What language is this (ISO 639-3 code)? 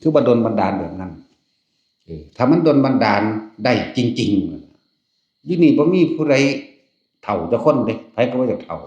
tts